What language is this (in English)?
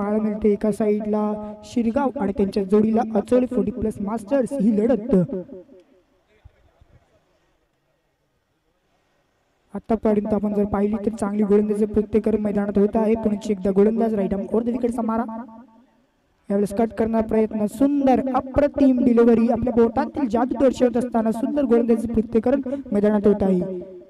Marathi